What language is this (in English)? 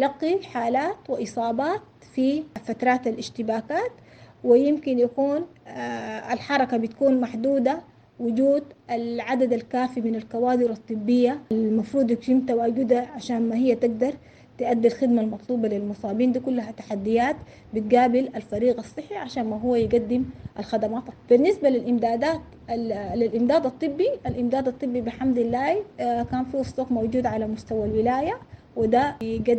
Sudanese Arabic